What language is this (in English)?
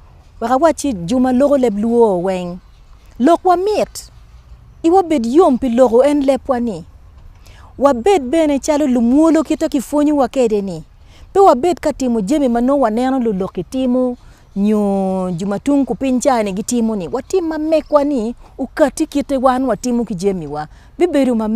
Acoli